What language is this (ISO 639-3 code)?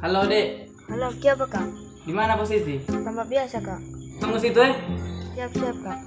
xmm